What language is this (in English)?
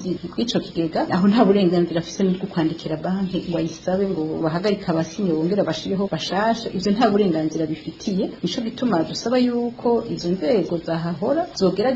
Rundi